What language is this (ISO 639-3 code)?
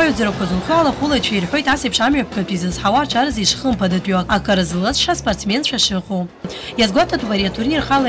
abk